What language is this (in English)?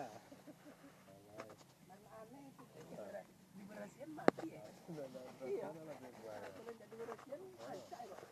Minangkabau